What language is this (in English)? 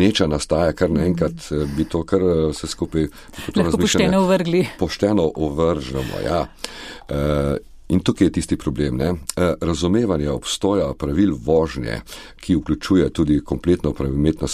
Slovenian